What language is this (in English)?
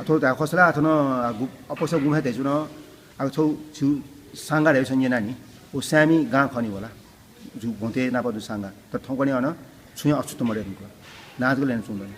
Newari